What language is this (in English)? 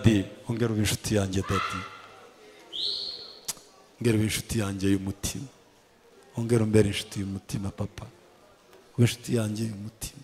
Kinyarwanda